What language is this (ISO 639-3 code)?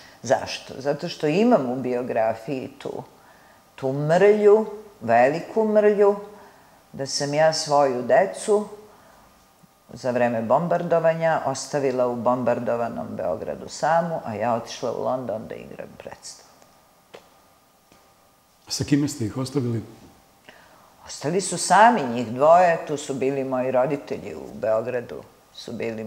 srp